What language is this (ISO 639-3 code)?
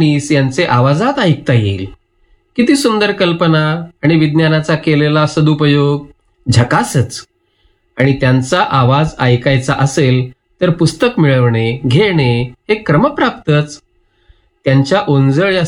mar